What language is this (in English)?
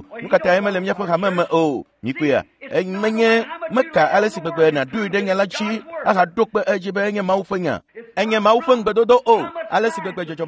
Ewe